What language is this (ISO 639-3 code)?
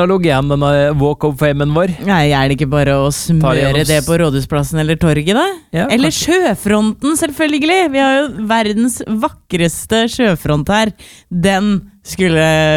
nor